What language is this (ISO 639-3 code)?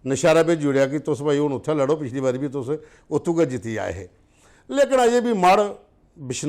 doi